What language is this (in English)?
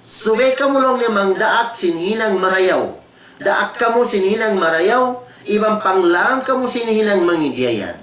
Tausug